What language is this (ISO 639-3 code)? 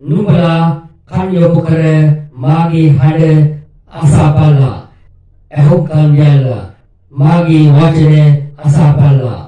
sin